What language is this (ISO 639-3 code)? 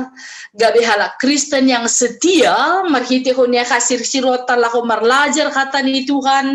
bts